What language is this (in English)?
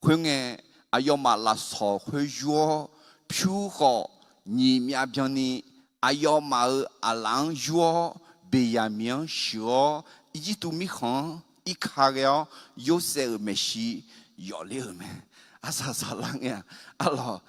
Akha